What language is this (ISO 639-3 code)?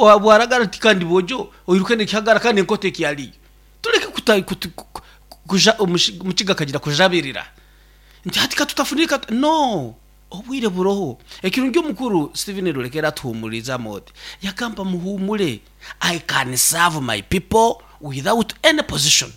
nyn